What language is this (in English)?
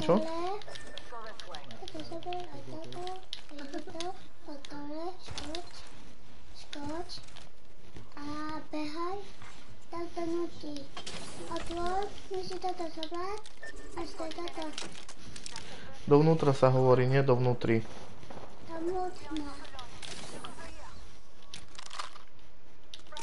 Slovak